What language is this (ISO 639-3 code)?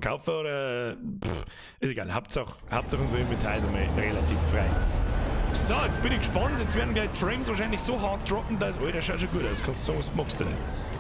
bar